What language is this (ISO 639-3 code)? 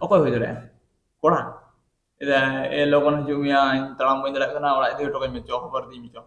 sat